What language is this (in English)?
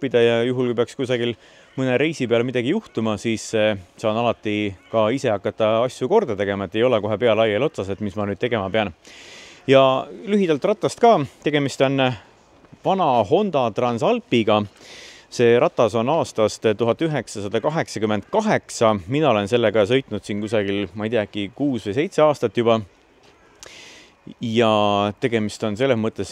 Estonian